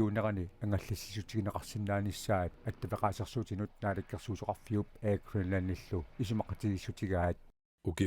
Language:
Kalaallisut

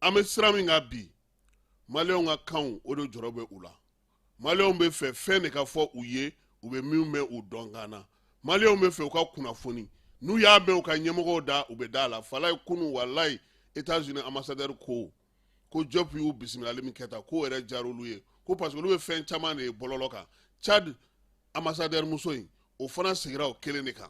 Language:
Bambara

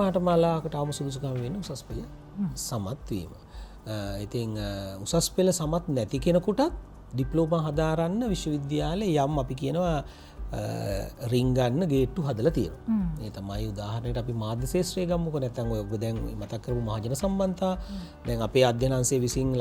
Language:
Sinhala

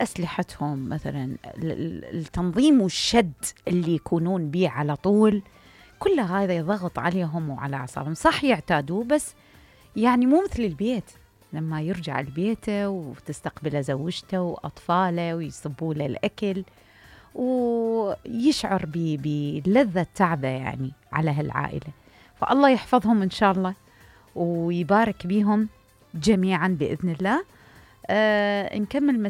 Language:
Mesopotamian Arabic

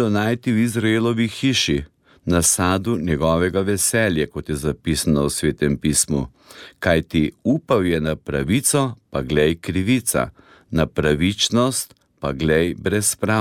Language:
Slovenian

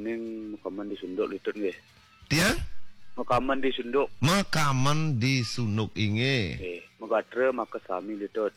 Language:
Balinese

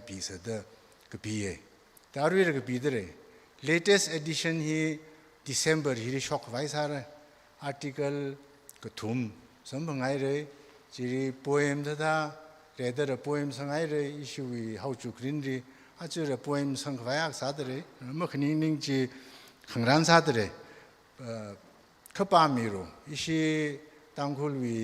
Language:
Tangkhul Naga (India)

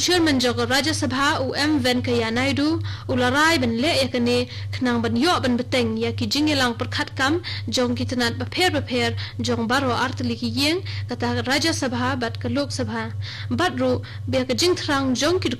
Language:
Khasi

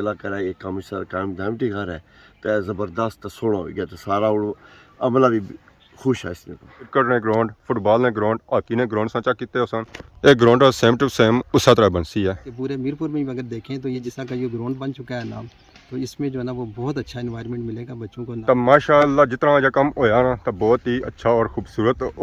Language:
Pahari-Potwari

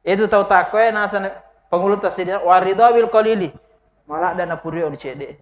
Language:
Buginese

